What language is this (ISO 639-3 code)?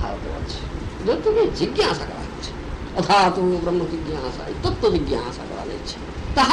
ori